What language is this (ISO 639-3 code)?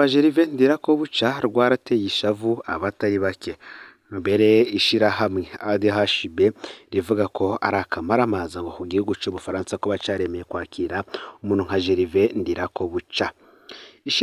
run